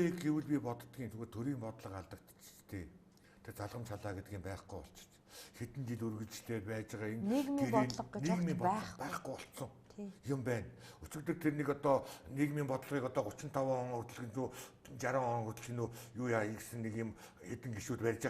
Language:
Mongolian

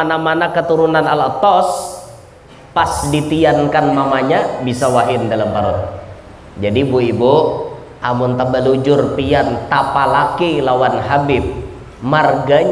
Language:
Banjar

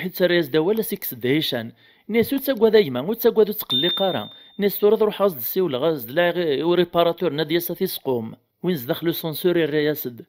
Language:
Kabyle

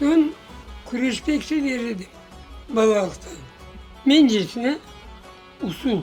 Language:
Crimean Tatar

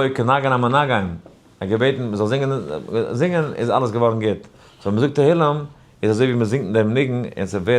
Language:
Yiddish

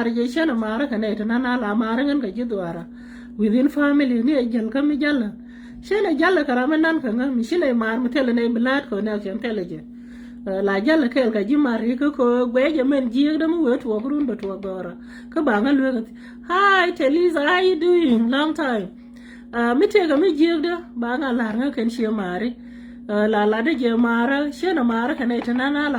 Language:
Nuer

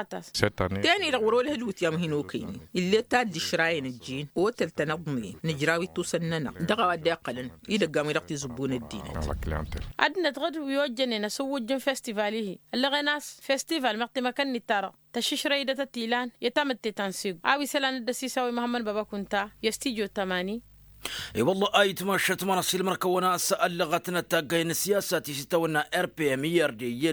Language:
Tamasheq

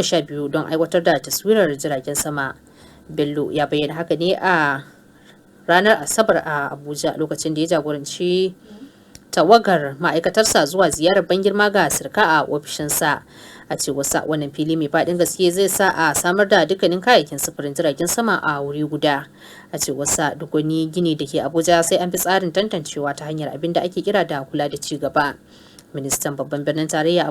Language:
Hausa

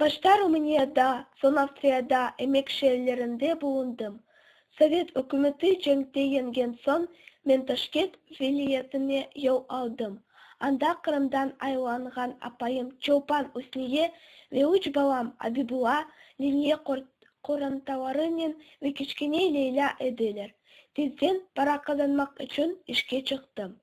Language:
Crimean Tatar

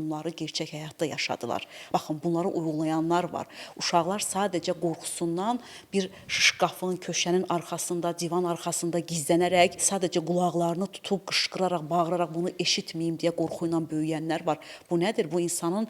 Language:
Azerbaijani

